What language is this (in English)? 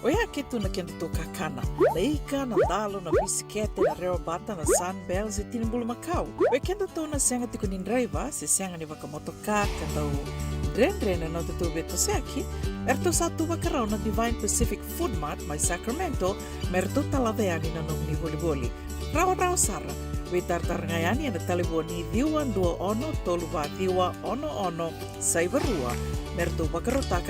Fijian